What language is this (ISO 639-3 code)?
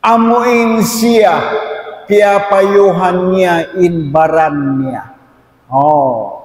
tsg